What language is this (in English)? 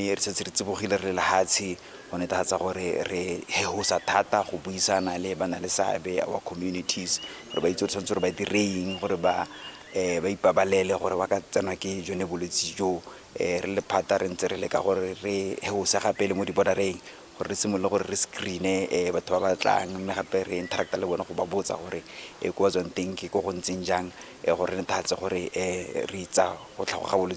Tswana